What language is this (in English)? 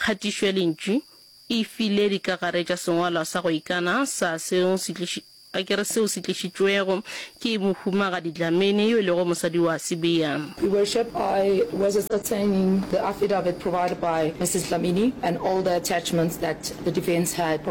Northern Sotho